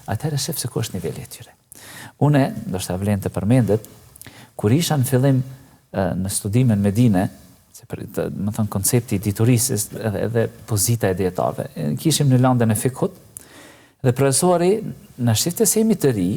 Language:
Albanian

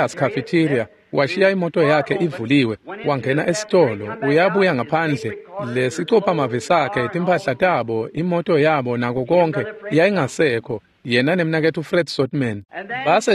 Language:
Swati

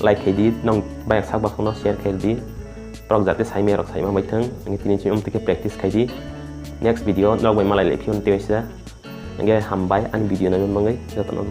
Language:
Kok Borok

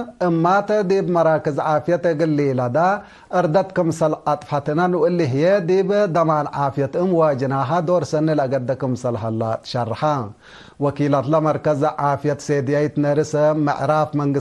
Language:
Tigre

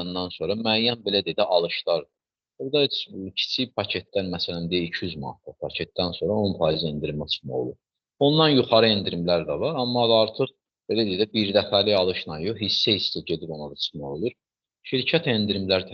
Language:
Azerbaijani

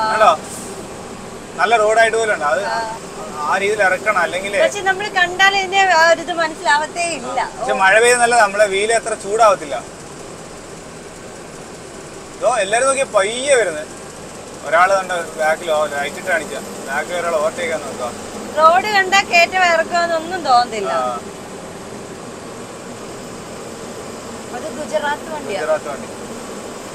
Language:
Malayalam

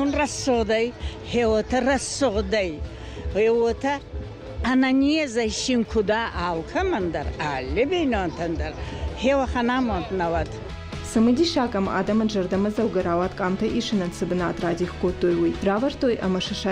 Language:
Ossetic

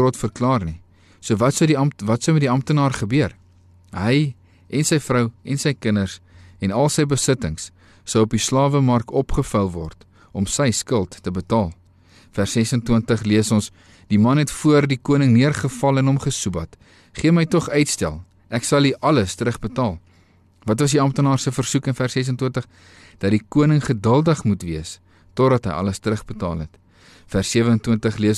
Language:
Afrikaans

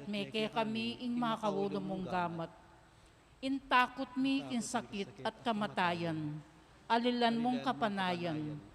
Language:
Pampanga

